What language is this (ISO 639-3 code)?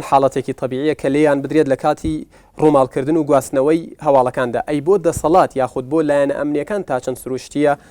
ckb